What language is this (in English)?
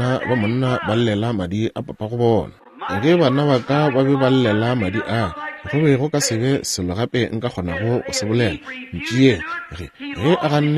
Northern Sotho